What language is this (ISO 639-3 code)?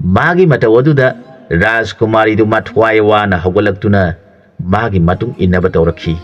mni